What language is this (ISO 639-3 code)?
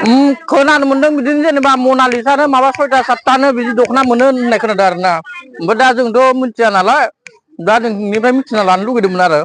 brx